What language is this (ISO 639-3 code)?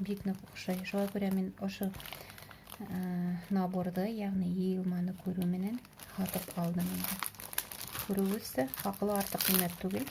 bak